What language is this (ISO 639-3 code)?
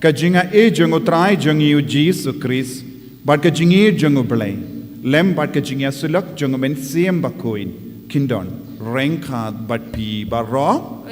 kha